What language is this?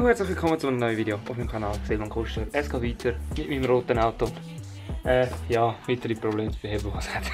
Swiss German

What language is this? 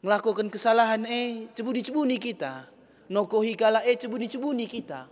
Batak Karo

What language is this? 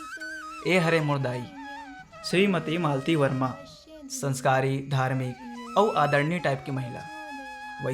Chhattisgarhi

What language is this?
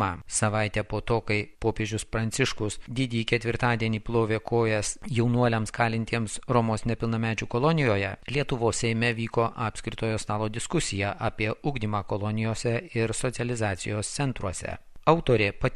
Lithuanian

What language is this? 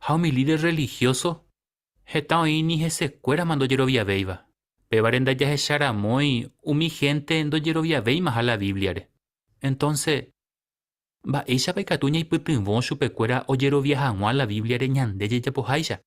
Guarani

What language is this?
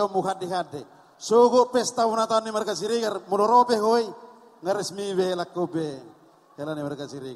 Batak Toba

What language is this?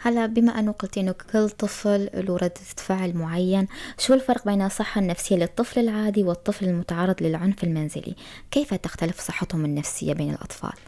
North Levantine Arabic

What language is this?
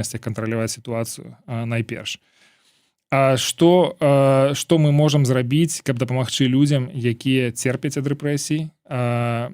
Belarusian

